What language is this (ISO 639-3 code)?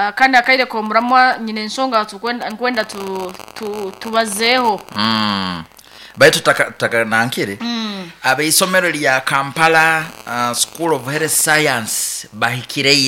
nyo